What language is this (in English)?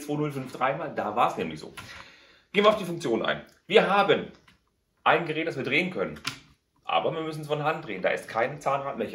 German